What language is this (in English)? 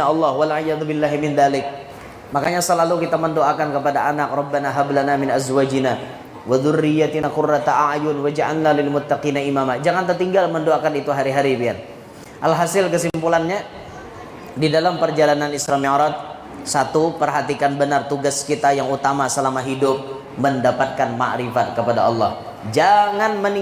Banjar